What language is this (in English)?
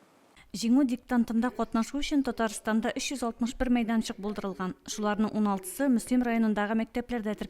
Tatar